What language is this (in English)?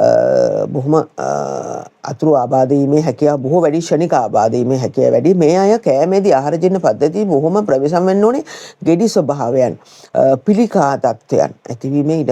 Sinhala